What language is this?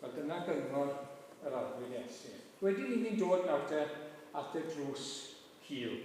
Welsh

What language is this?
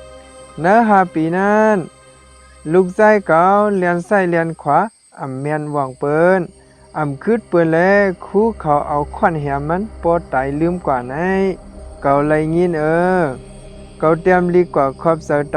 Shan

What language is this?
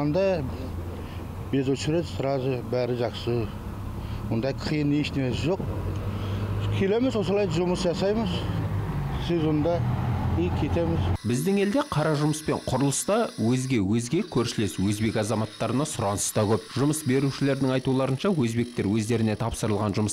Kazakh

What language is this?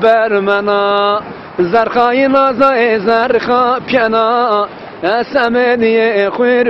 Zaza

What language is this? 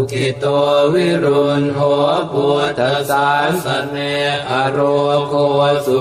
Pali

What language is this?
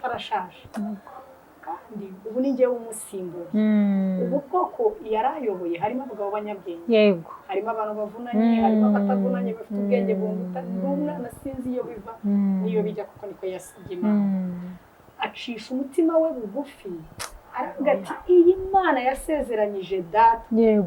Kinyarwanda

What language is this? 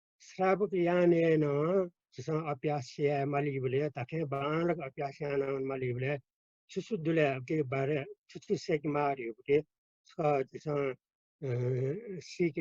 Newari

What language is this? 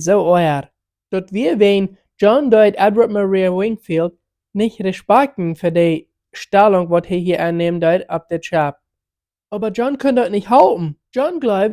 Plautdietsch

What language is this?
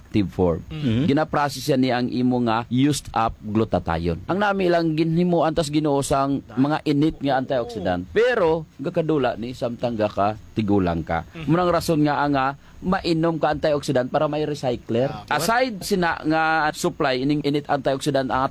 Hiligaynon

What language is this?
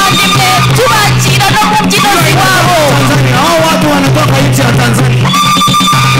Kinyarwanda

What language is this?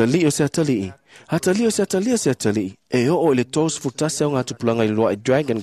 Samoan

